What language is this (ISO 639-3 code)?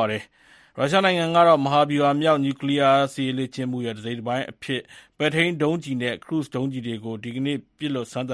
mya